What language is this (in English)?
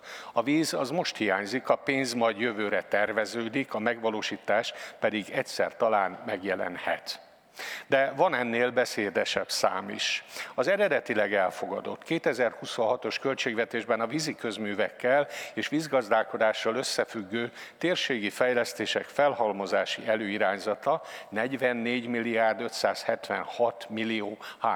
Hungarian